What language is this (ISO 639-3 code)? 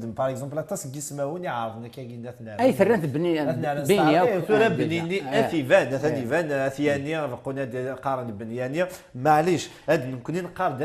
kab